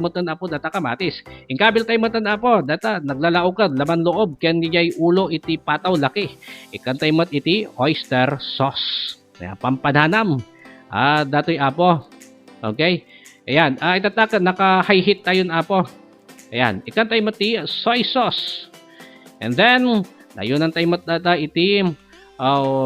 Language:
Iloko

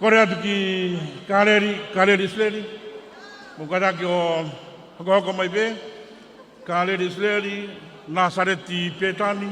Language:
Tongan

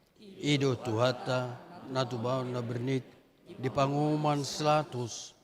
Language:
Batak Toba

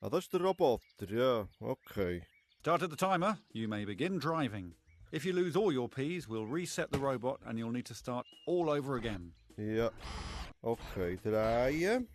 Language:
Swiss German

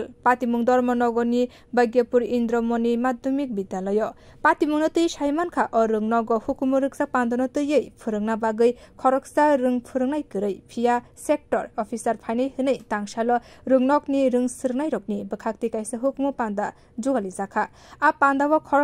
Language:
Kok Borok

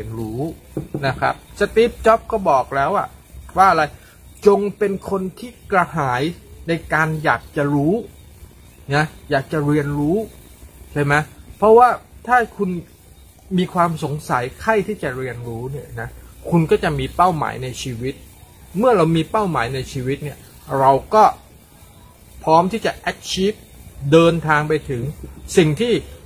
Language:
Thai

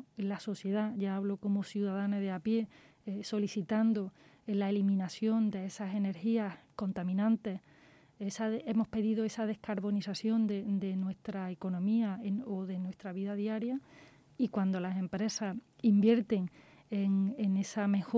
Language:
Spanish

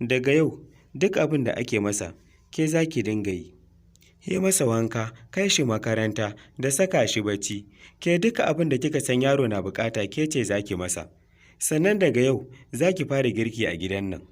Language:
Hausa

